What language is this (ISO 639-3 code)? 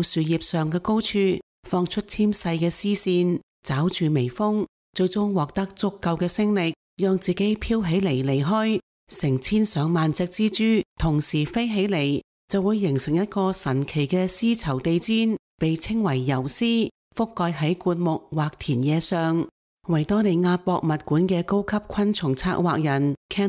yue